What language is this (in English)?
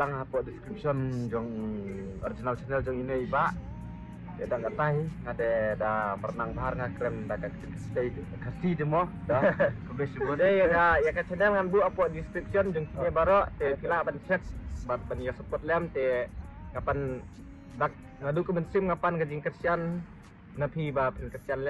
Khasi